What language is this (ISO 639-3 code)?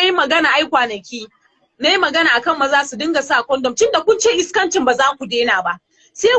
hau